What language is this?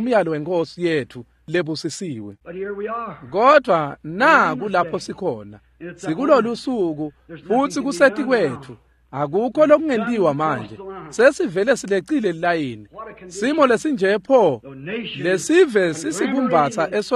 Swati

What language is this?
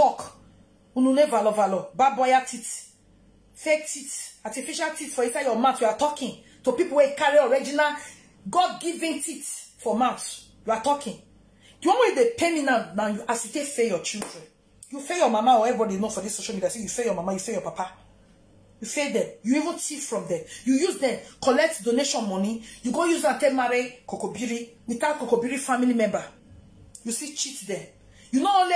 Nigerian Pidgin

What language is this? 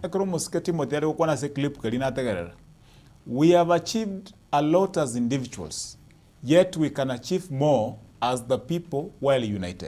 Gusii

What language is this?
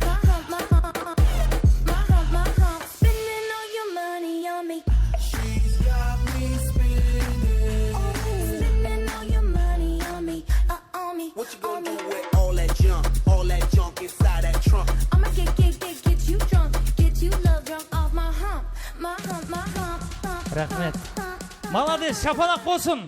Kara-Kalpak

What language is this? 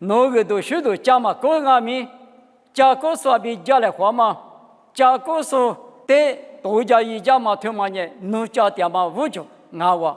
Lisu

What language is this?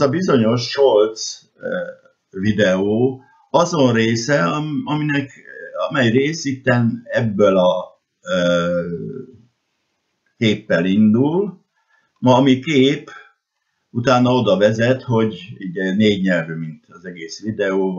Hungarian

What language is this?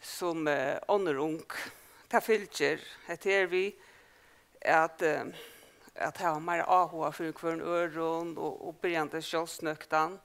Faroese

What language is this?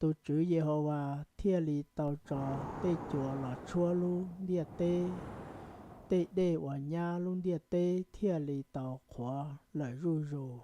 Hmong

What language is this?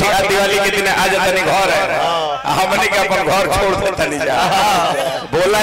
Bhojpuri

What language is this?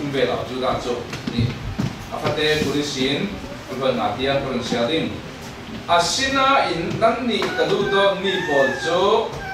Falam Chin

